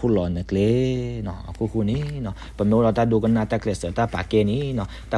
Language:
S'gaw Karen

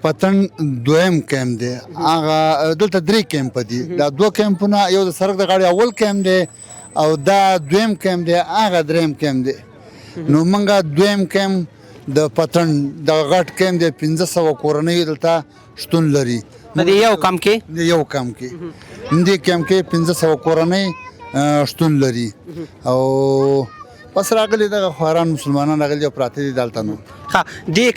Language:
Pashto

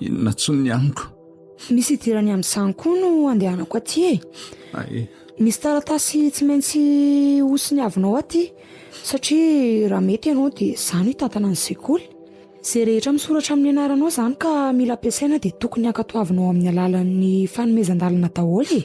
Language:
Malagasy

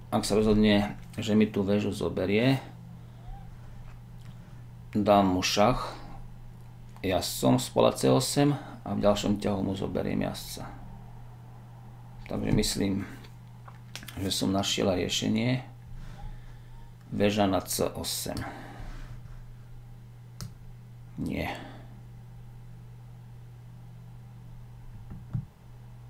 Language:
Slovak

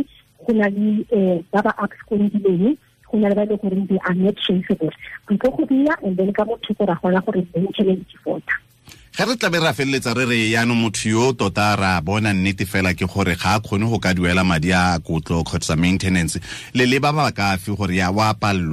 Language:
Tswana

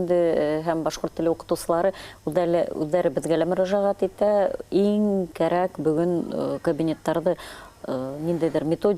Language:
Bashkir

